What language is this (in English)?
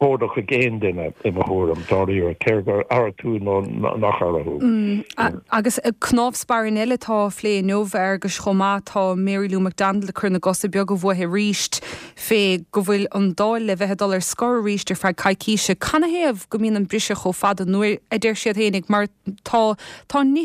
Irish